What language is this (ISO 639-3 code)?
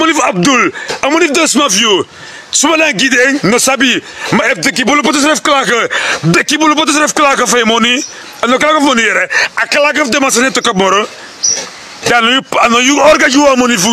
srn